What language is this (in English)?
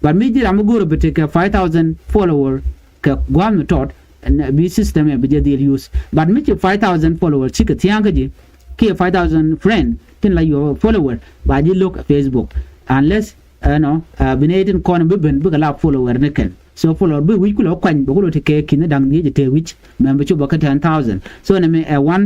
Nuer